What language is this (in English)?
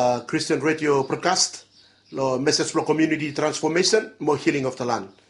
Bislama